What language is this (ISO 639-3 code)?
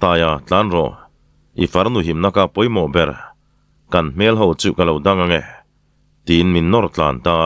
lus